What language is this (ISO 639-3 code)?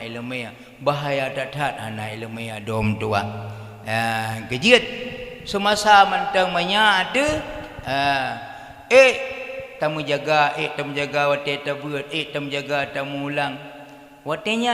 ace